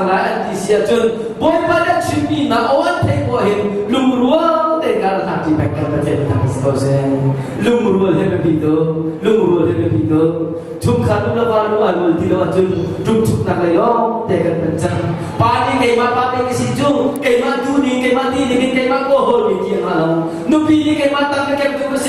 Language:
Hakha Chin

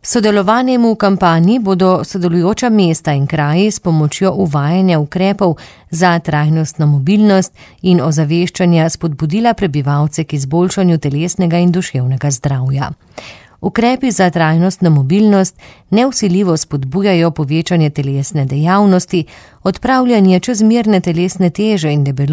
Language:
Slovenian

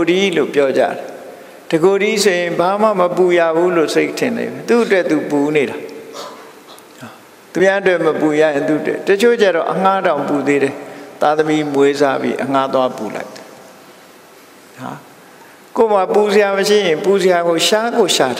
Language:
Burmese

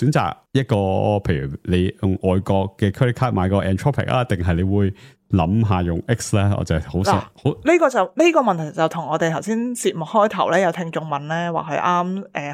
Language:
Cantonese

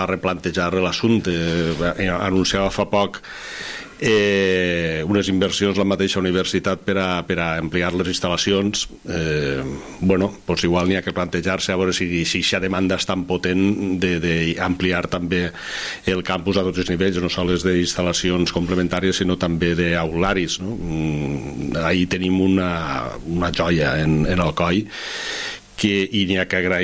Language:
Catalan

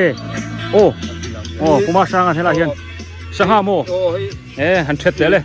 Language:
Biete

